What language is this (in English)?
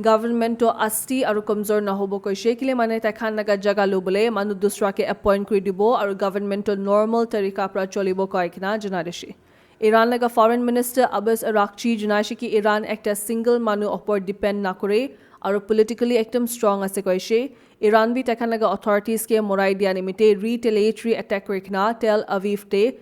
Naga Pidgin